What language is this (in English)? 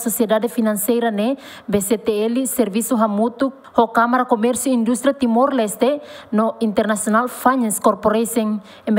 Tetum